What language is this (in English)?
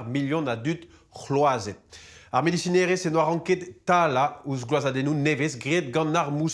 Breton